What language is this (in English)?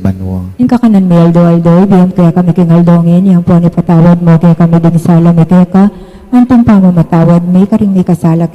Pampanga